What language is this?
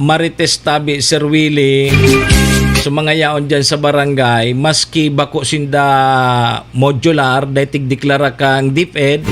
Bikol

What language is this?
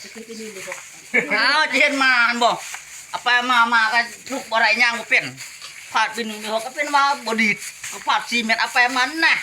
Lao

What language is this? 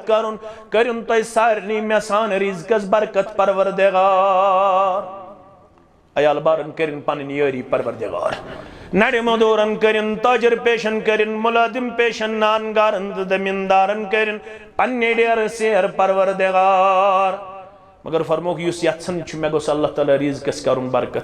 Kashmiri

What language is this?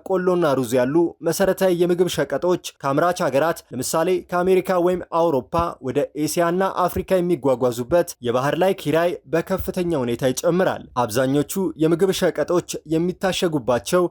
Amharic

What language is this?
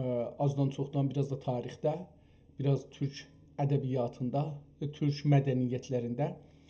South Azerbaijani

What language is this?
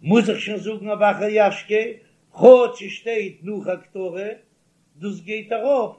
Yiddish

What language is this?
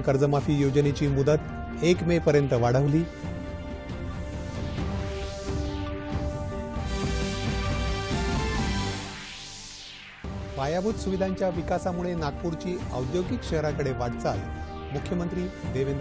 Marathi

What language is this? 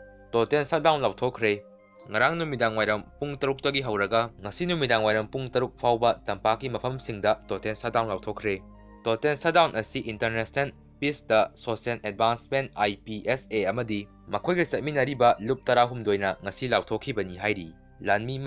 Manipuri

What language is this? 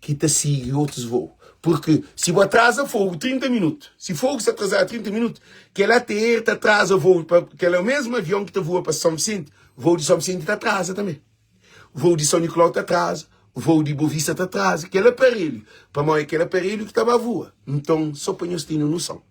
Kabuverdianu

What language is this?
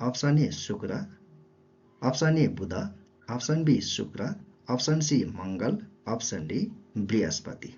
Nepali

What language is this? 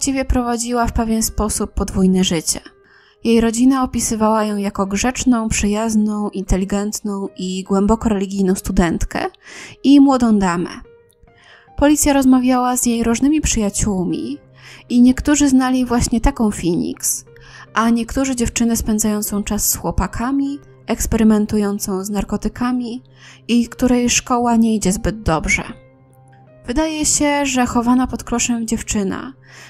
Polish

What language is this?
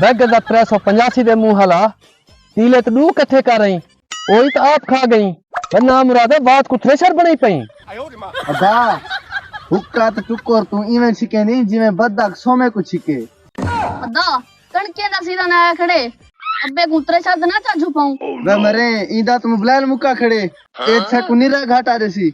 Saraiki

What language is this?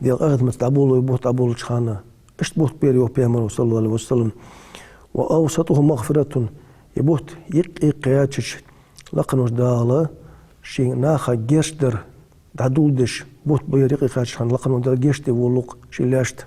Ingush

